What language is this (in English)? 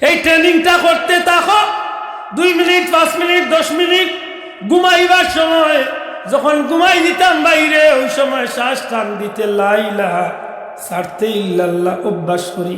Sylheti